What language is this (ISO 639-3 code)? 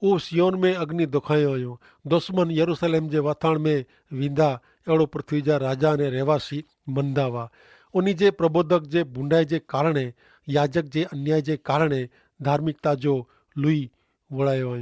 kfr